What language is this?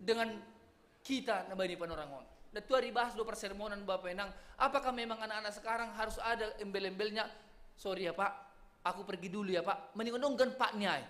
Batak Simalungun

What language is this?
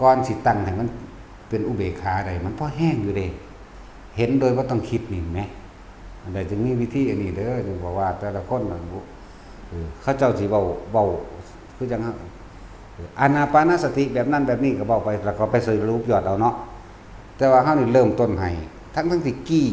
Lao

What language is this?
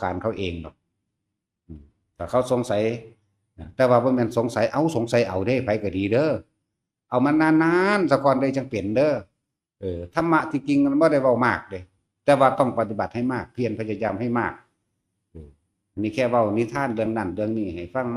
Northeastern Thai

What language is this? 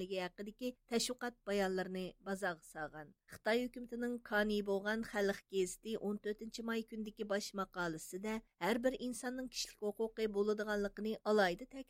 Uyghur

